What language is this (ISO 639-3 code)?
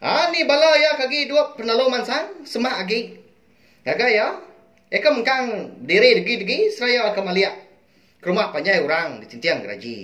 iba